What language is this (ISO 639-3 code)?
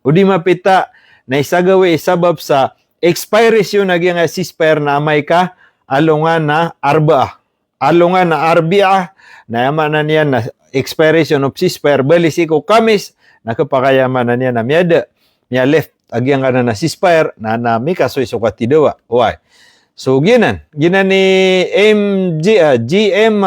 mrw